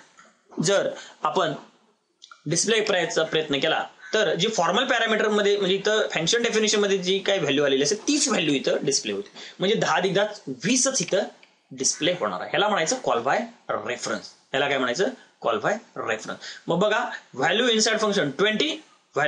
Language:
Marathi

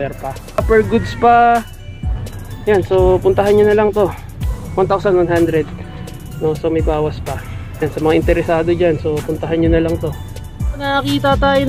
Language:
Filipino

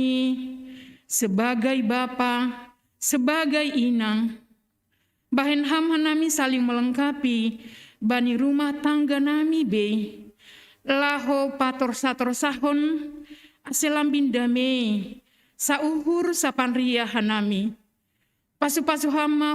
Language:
Batak Simalungun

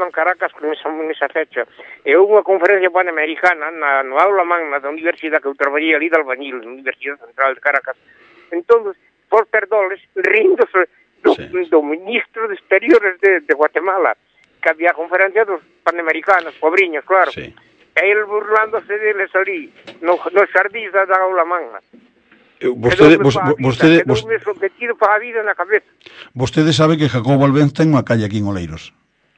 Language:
Galician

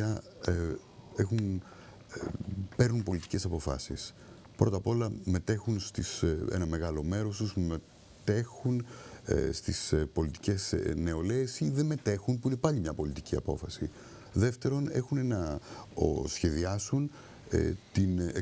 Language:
Greek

